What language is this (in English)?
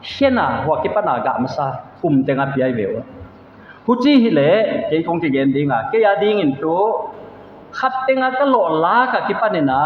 Paite Chin